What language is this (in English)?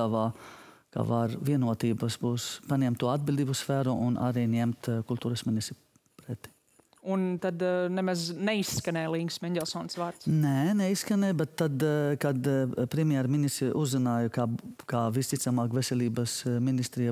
Latvian